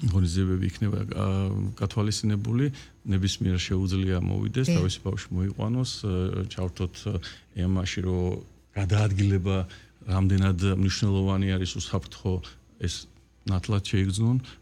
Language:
Georgian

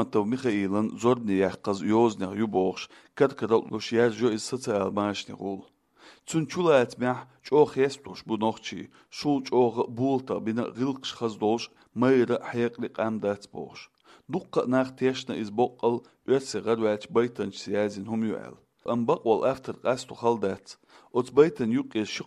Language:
Chechen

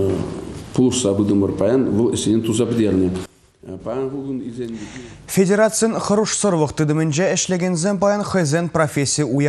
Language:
Chuvash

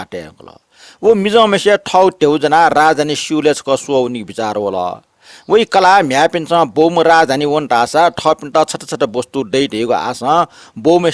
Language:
Newari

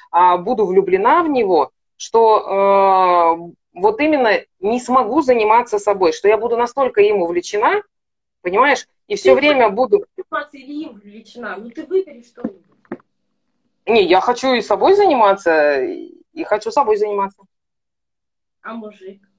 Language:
Russian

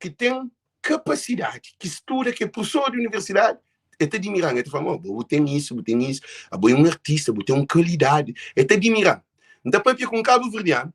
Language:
Kabuverdianu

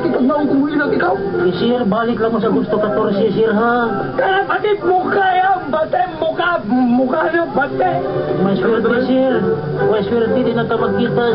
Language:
Cebuano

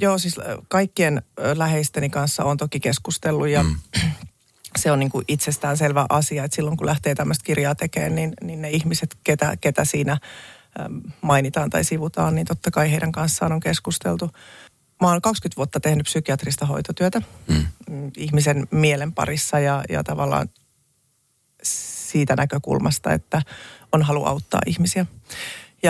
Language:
Finnish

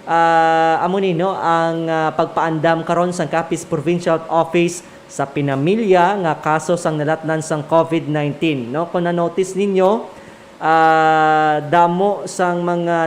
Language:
Hiligaynon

